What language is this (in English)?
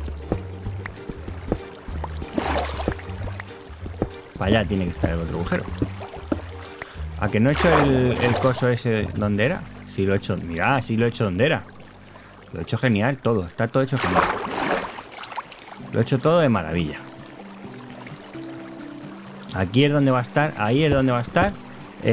Spanish